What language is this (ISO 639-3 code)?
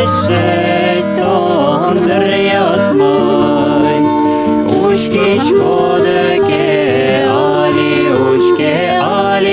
udm